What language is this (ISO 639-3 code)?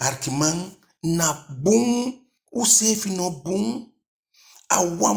djk